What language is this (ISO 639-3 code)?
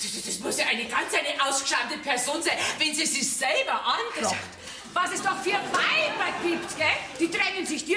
bar